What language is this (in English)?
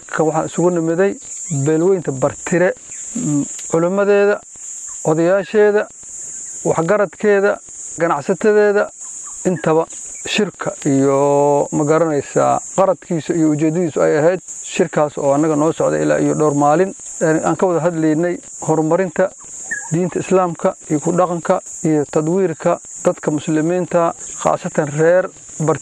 Somali